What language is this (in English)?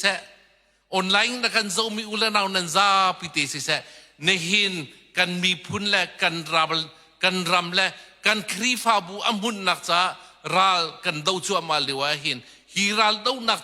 Hakha Chin